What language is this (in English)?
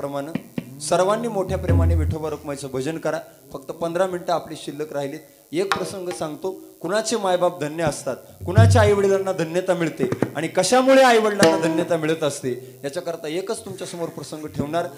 Marathi